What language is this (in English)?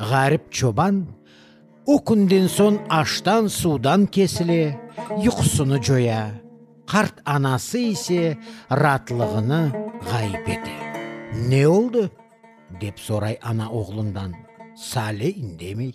Crimean Tatar